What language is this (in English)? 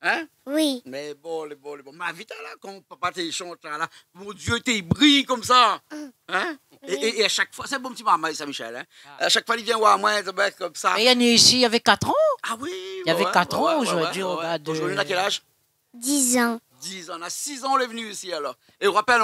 Réunion Creole French